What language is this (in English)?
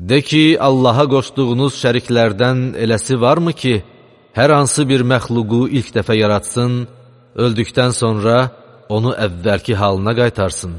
Azerbaijani